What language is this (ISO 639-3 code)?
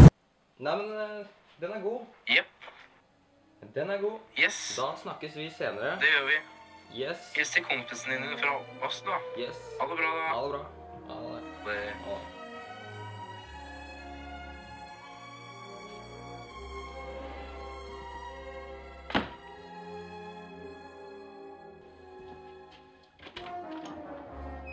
nor